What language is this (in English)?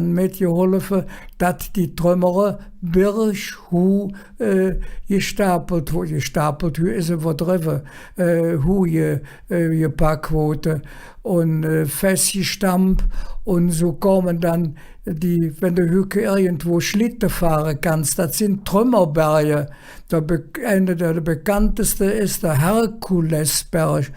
Colognian